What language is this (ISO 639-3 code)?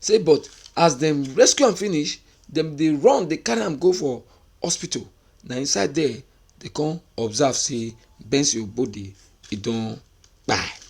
pcm